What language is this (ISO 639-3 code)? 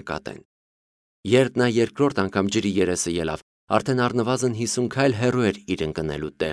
hye